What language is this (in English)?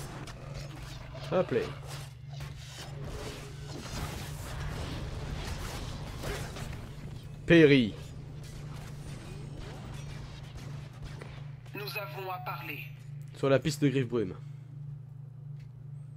French